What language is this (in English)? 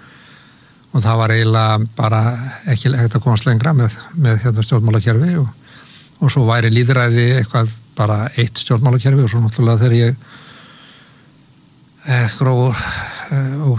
Icelandic